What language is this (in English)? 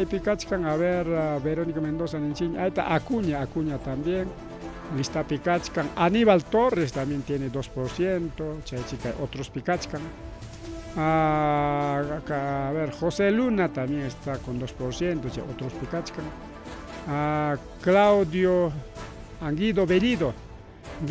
Ayacucho Quechua